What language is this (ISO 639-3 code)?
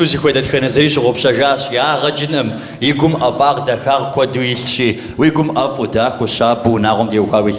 kbd